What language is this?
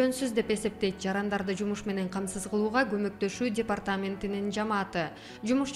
Kyrgyz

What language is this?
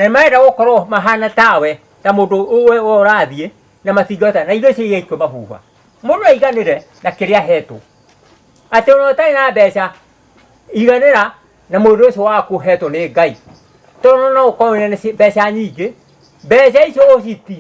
Kikuyu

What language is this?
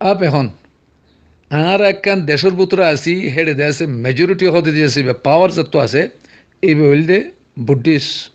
Rohingya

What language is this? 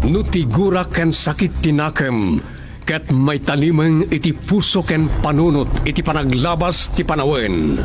Iloko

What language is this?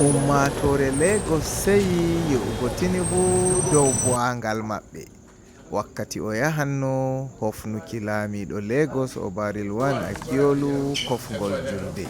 Fula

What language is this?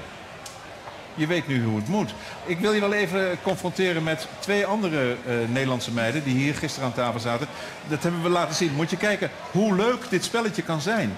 Dutch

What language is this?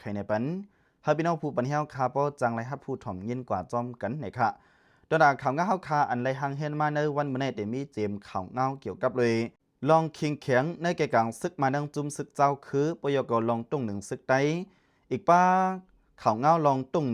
Lao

